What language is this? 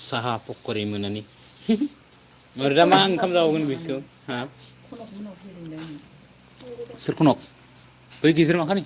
Bodo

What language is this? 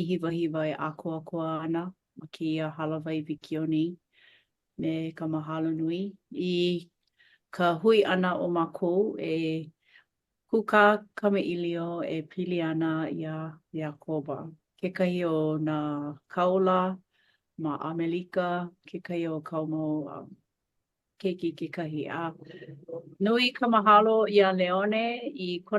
Hawaiian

